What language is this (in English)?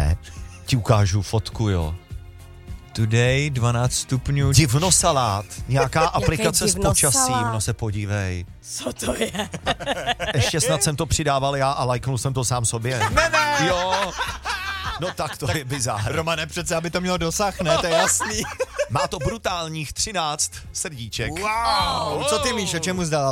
Czech